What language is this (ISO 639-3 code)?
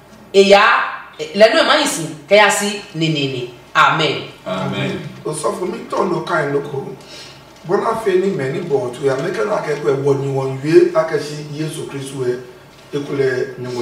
ada